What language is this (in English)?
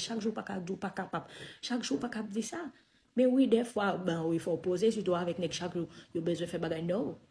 Haitian Creole